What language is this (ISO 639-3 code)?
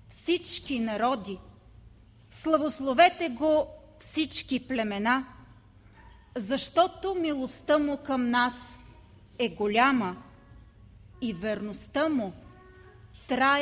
bul